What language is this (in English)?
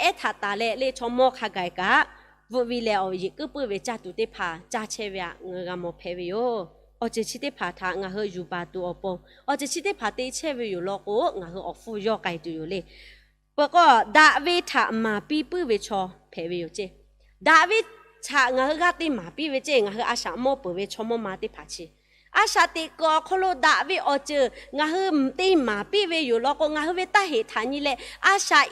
Lahu